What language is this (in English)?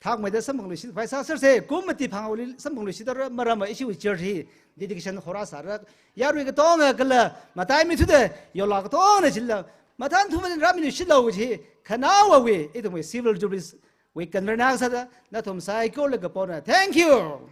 Tangkhul Naga (India)